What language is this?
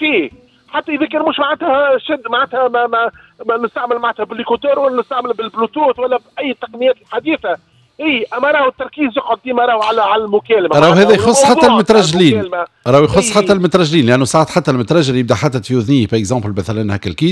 Tunisian Arabic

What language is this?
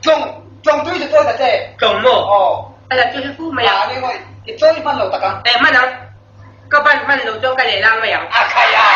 Mizo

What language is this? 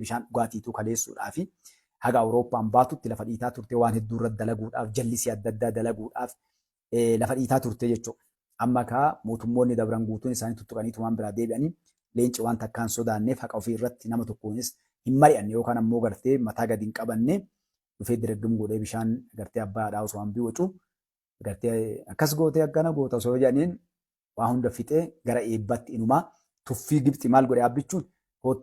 Oromo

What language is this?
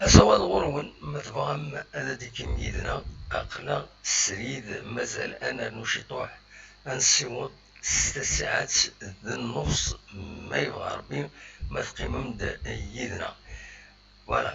Kabyle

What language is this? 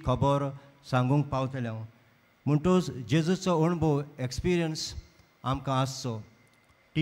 Konkani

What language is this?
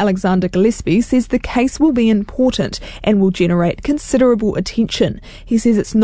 English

